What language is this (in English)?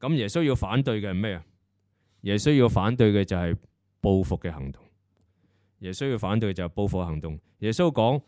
Cantonese